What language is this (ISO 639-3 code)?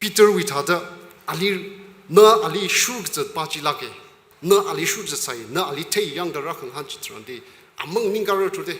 nmf